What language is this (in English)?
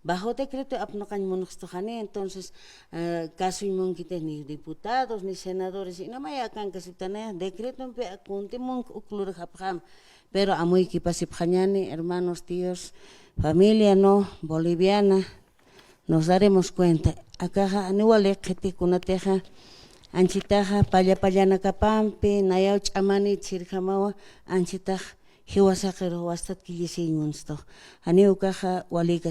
Aymara